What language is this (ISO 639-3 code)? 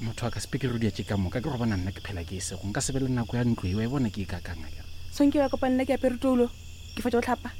nso